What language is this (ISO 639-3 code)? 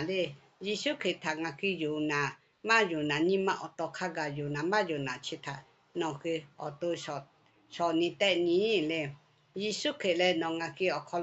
lhu